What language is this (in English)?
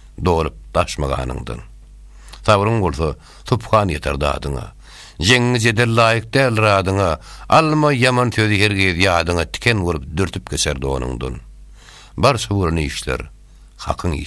Turkmen